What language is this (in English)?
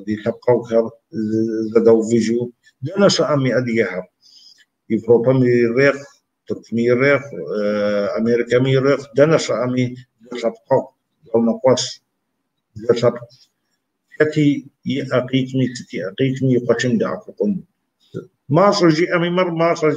Kabardian